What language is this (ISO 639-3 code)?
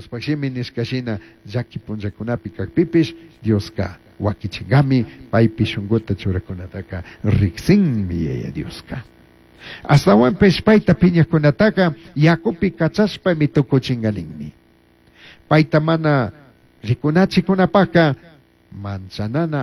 qug